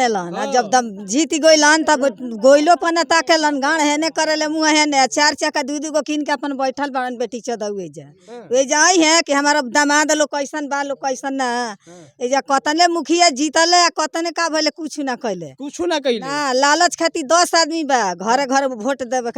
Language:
Bhojpuri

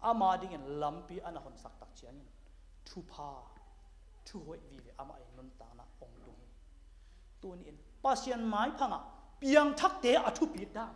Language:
Tedim Chin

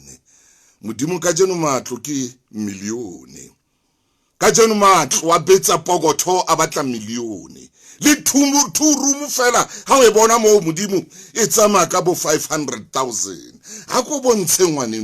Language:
Southern Sotho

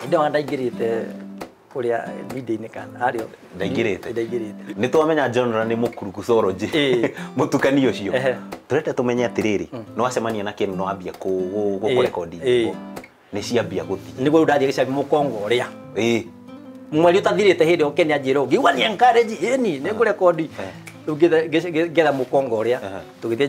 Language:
Kikuyu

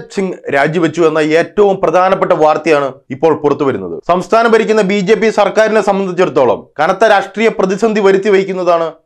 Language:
Malayalam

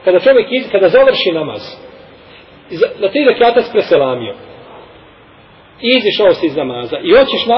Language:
Bosnian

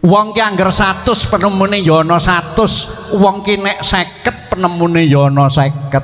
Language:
Javanese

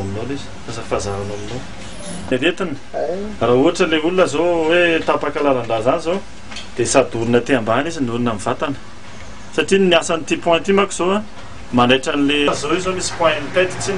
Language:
Malagasy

